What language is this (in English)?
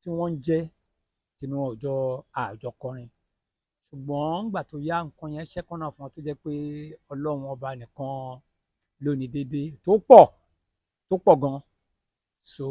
Yoruba